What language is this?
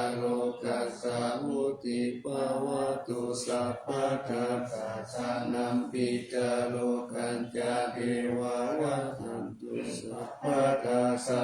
Pali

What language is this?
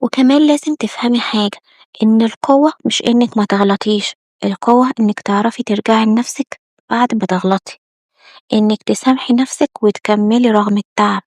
Egyptian Arabic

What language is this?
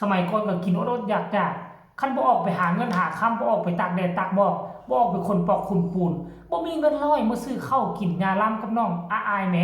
Northeastern Thai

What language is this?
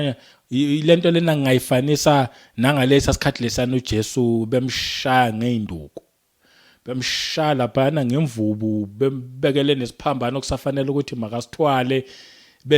Zulu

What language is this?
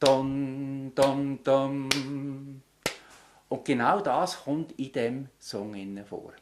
Swiss German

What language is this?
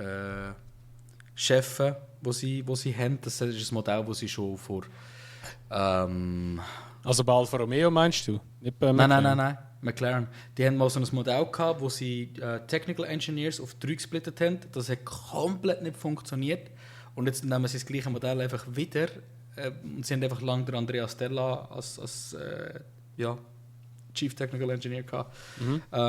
Swiss German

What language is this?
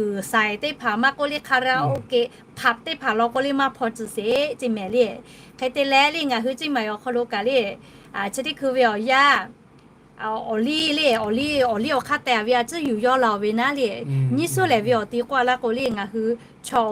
Lahu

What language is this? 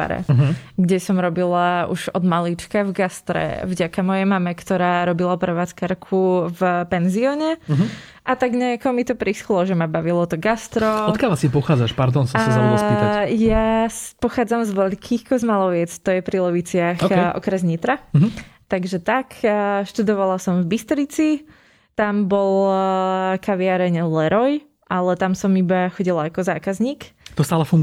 Slovak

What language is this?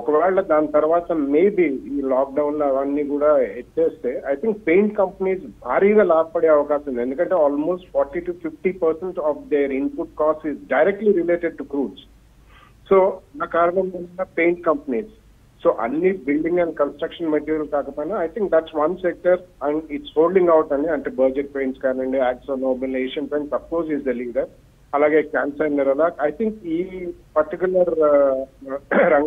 Telugu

